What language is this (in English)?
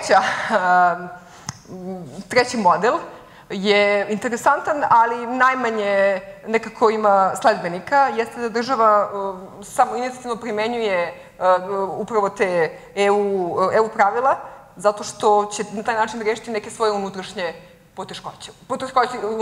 Serbian